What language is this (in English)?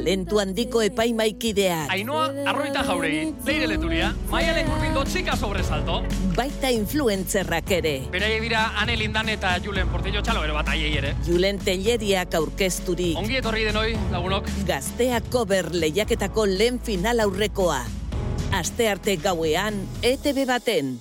Basque